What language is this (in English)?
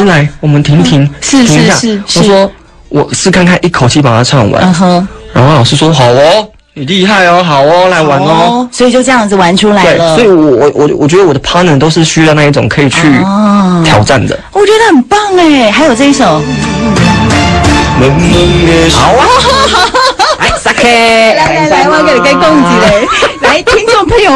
Chinese